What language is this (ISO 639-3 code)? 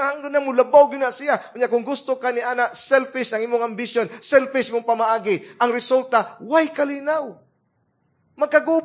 ceb